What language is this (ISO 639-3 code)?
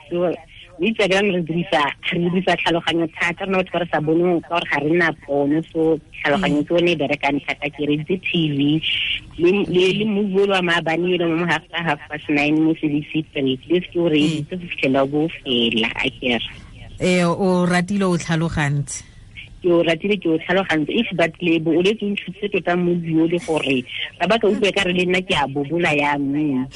tsn